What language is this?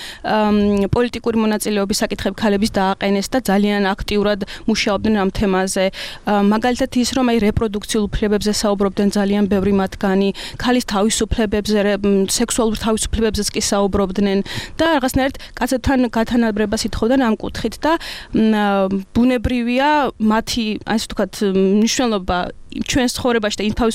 Georgian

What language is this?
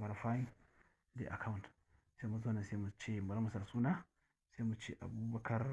Hausa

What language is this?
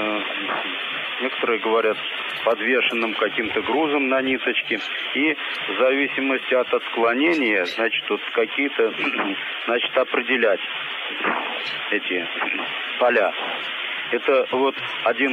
Russian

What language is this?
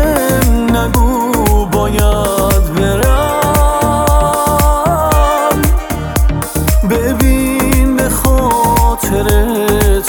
Persian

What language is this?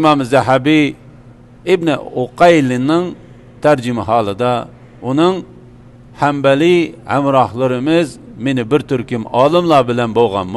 Uyghur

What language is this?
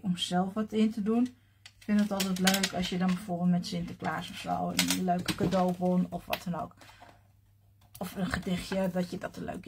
Dutch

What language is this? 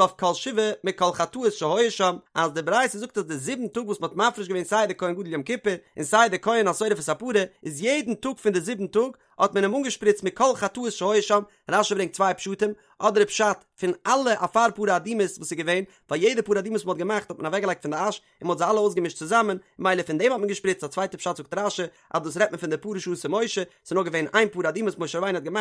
Yiddish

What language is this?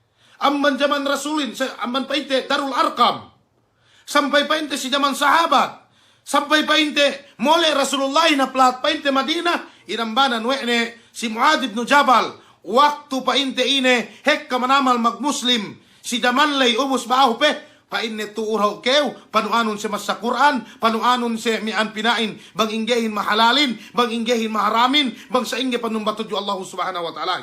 Yakan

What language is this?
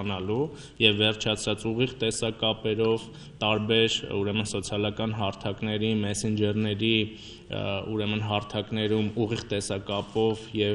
Armenian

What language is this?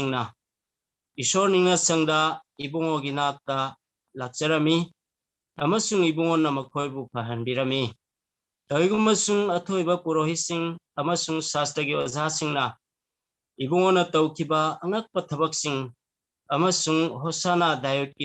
Manipuri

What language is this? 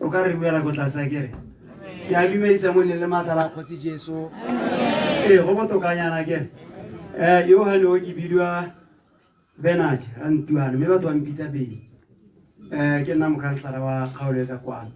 Tswana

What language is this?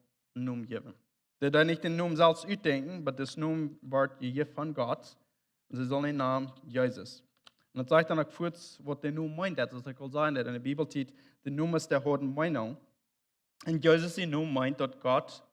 Plautdietsch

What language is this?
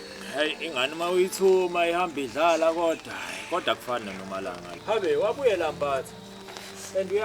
Zulu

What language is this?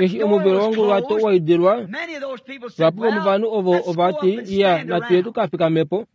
Kuanyama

